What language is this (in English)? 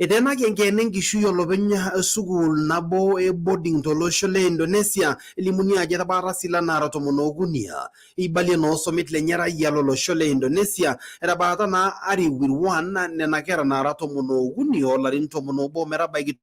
Masai